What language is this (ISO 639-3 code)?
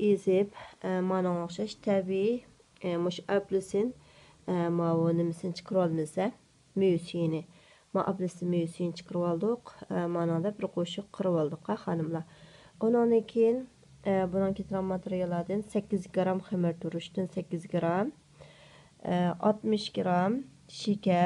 uig